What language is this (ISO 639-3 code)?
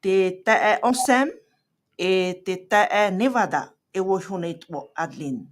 tah